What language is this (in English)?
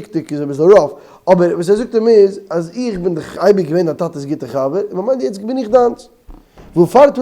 Yiddish